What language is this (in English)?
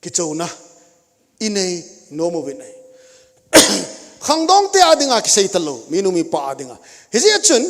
Thado Chin